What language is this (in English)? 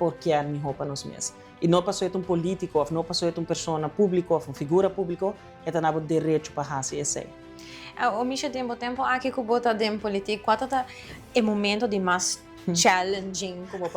Papiamento